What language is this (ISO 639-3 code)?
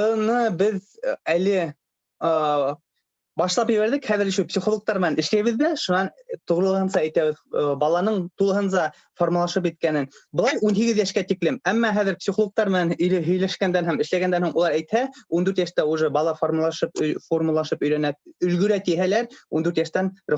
bak